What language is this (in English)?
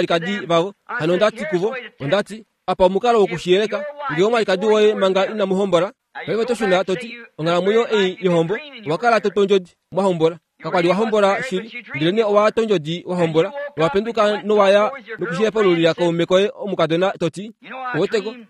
Kuanyama